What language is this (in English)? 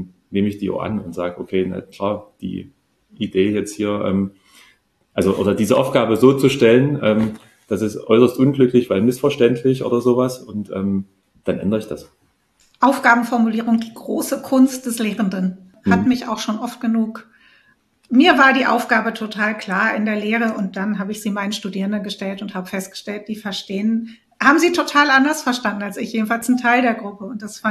German